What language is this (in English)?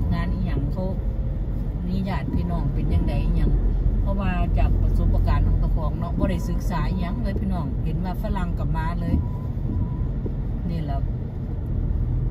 Northeastern Thai